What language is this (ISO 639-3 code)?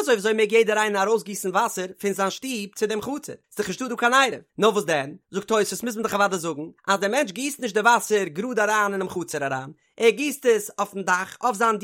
yid